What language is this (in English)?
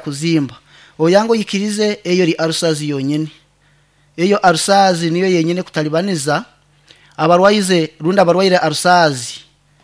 Nyankole